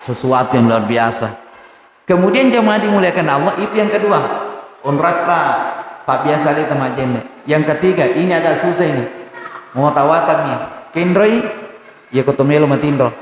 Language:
Buginese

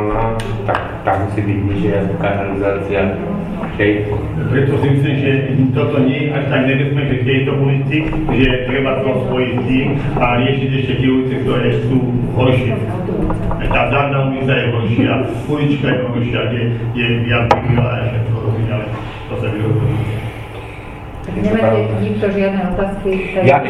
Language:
Slovak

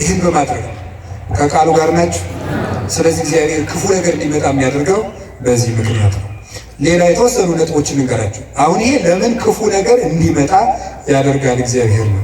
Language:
Amharic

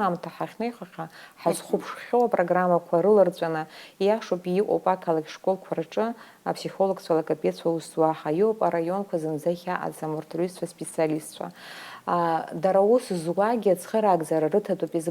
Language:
Abkhazian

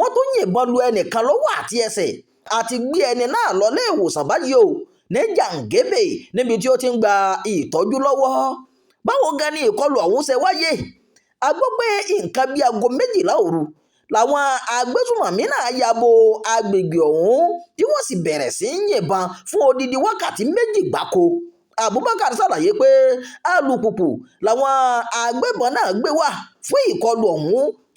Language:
Yoruba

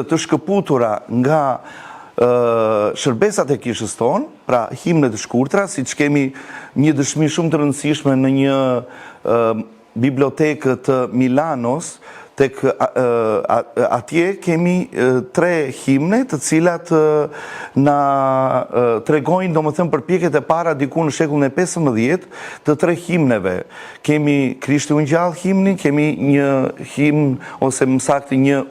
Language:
Albanian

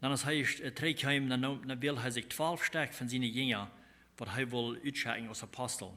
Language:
Plautdietsch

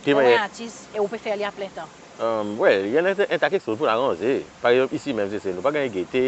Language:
Seselwa Creole French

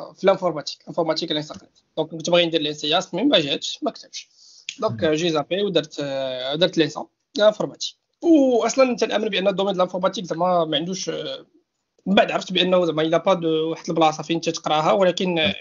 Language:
Moroccan Arabic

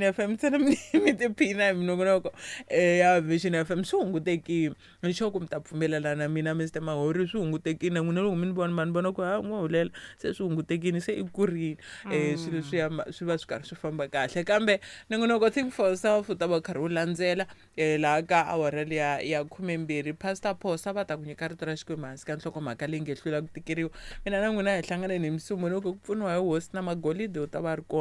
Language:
Tsonga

